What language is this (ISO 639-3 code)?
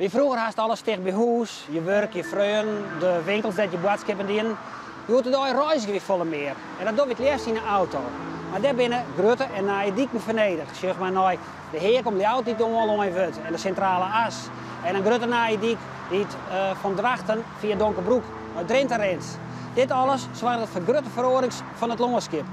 fry